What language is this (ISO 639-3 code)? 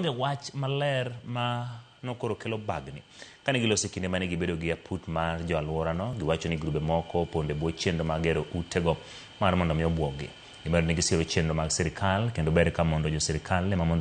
luo